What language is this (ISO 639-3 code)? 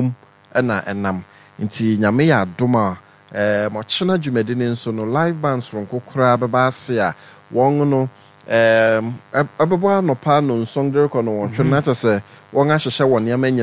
aka